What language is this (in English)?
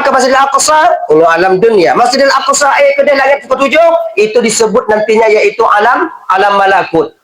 Achinese